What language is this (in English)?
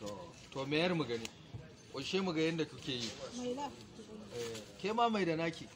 Hausa